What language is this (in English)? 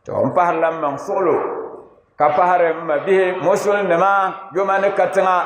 Dagbani